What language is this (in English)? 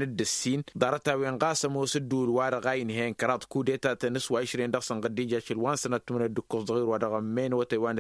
Tamasheq